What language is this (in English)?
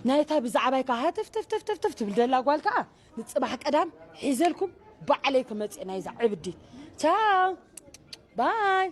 Tigrinya